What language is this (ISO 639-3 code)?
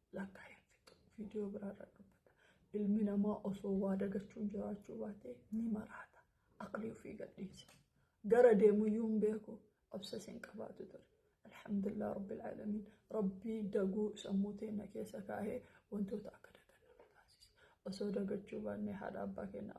orm